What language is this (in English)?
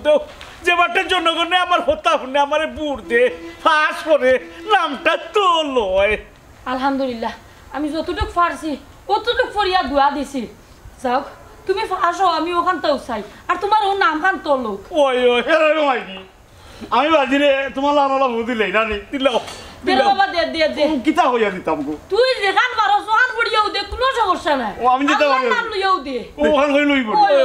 Sylheti